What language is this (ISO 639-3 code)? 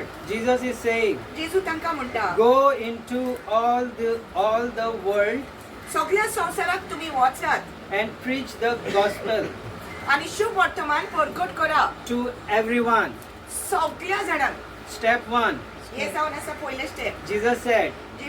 kok